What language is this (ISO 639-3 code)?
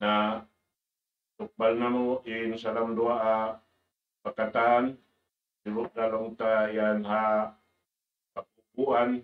tsg